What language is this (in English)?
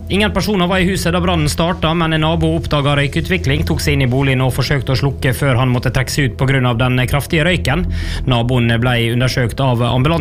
Norwegian